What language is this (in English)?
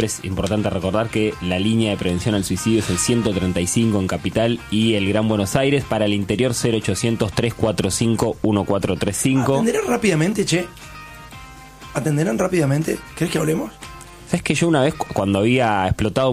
Spanish